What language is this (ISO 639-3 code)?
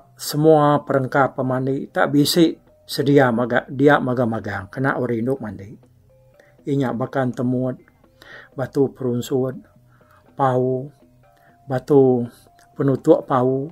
iba